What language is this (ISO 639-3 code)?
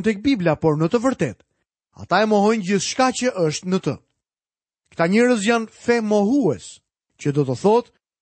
sqi